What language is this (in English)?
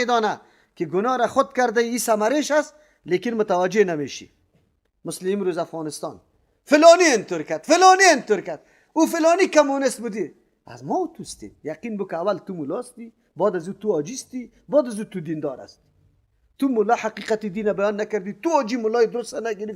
Persian